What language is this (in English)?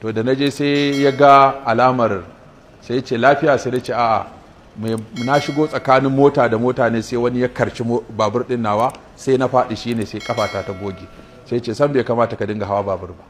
Hausa